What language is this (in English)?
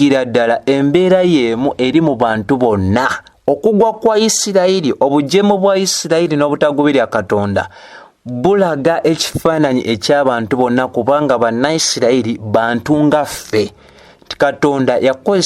Ganda